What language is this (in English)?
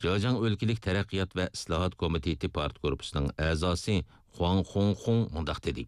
Uyghur